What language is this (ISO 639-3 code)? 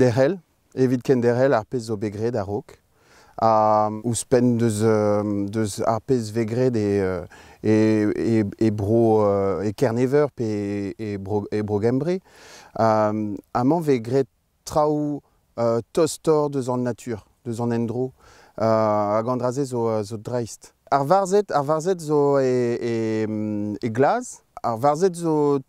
bre